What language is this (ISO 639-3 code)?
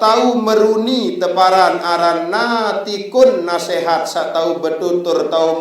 sas